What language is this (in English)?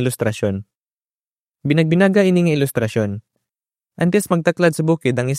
Hiligaynon